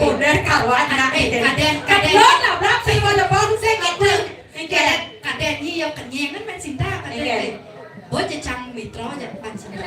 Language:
Balinese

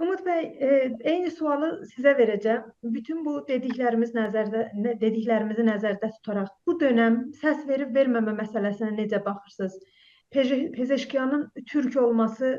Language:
South Azerbaijani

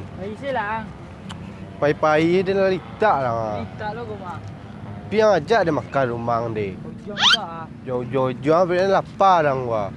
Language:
Minangkabau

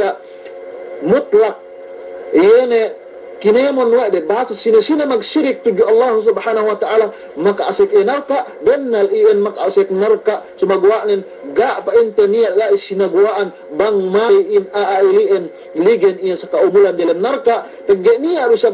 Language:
Yakan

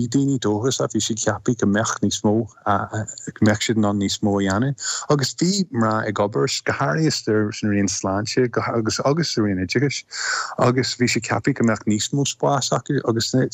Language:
Irish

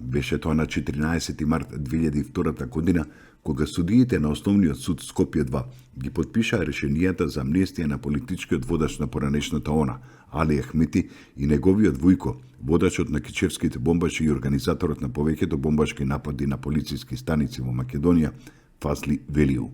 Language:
Macedonian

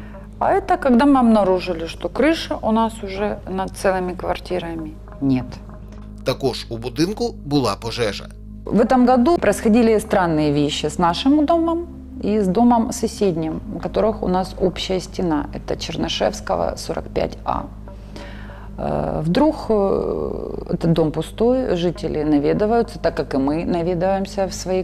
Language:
Ukrainian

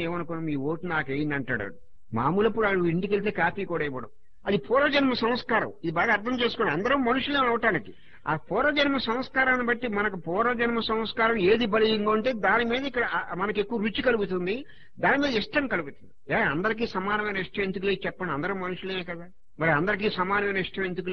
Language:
Telugu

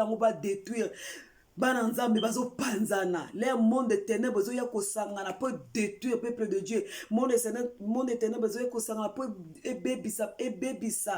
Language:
Lingala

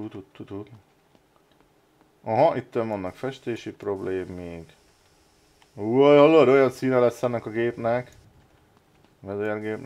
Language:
Hungarian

